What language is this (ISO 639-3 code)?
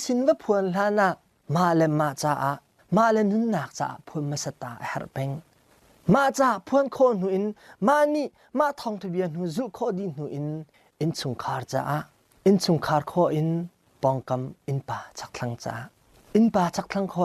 cnh